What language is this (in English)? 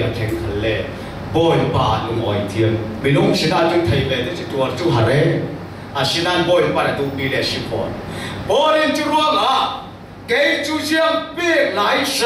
Falam Chin